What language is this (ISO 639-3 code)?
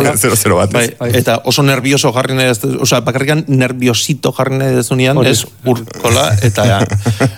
eus